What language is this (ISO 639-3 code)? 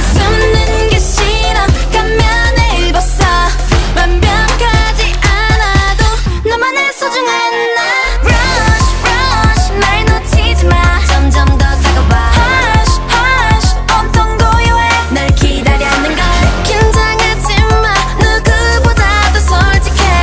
kor